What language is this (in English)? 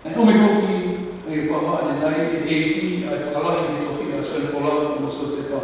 Tongan